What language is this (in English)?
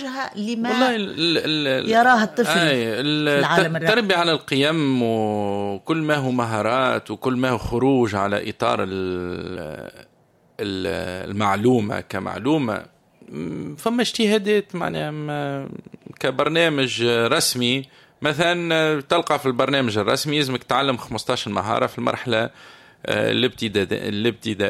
Tunisian Arabic